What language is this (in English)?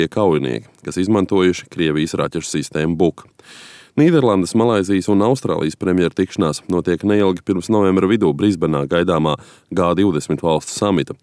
Latvian